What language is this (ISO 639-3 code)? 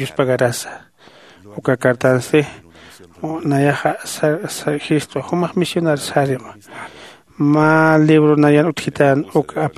aym